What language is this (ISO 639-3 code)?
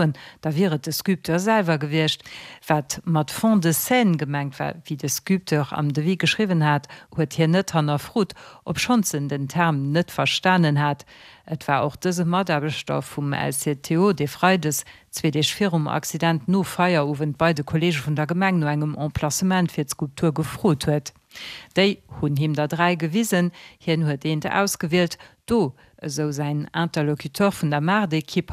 ltz